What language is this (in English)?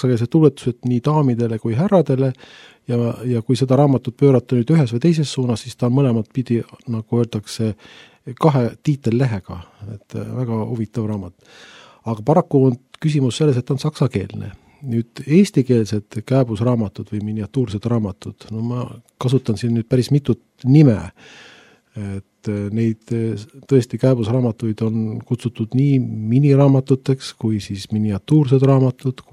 Estonian